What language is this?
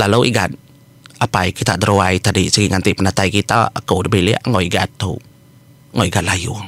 Iban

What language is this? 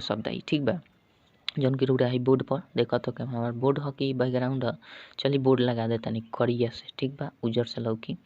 Bhojpuri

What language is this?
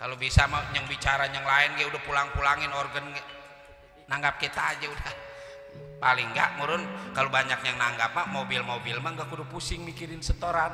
Betawi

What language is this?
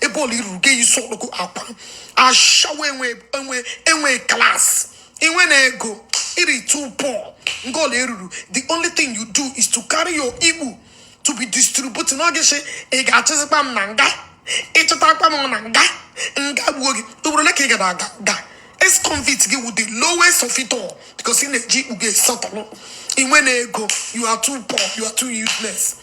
Igbo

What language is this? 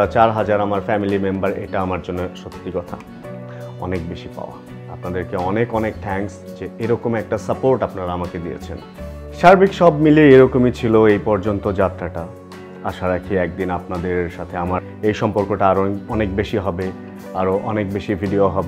Bangla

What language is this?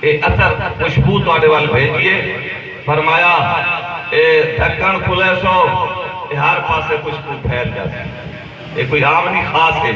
Saraiki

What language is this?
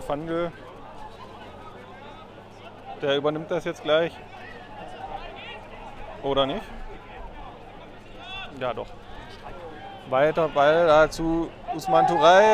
German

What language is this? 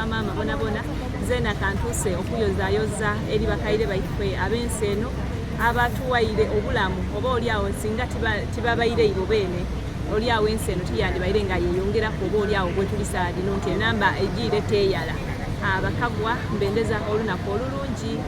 Soga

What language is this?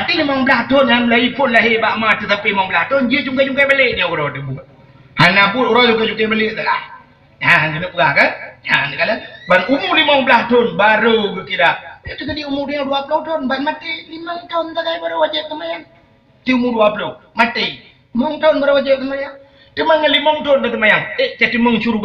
Achinese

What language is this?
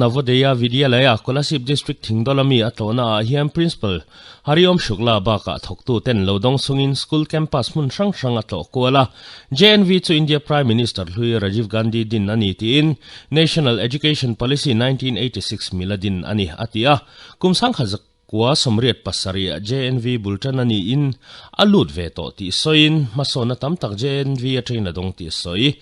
Mizo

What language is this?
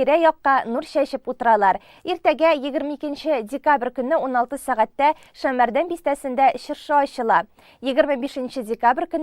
Tatar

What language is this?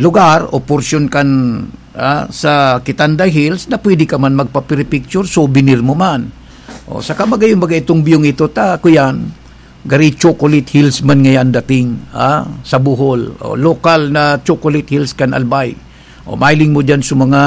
Bikol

